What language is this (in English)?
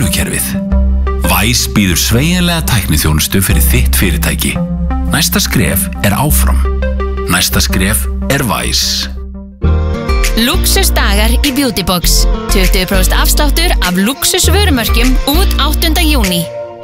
Icelandic